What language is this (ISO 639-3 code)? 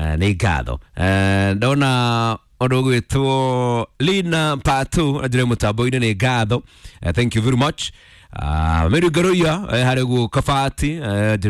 kik